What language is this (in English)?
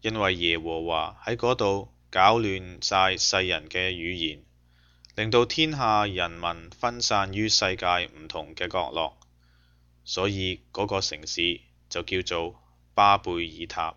Cantonese